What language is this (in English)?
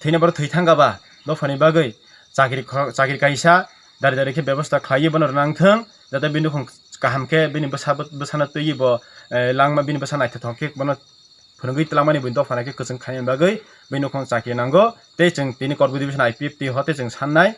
Kok Borok